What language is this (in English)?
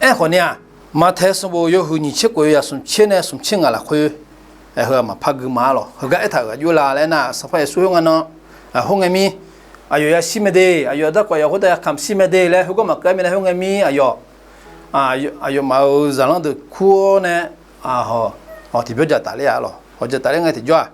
Akha